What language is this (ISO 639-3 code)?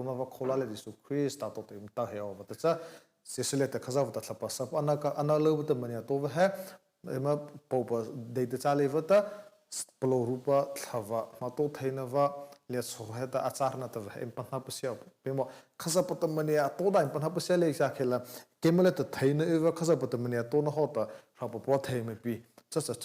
mrh